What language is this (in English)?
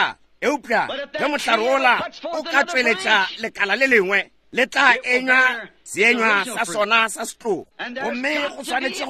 Northern Sotho